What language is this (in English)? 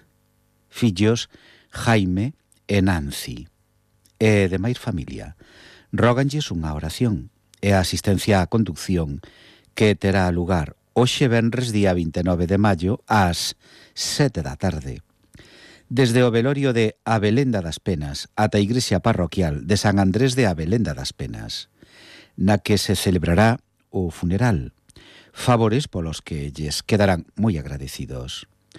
Galician